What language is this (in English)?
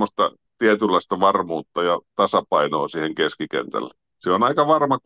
Finnish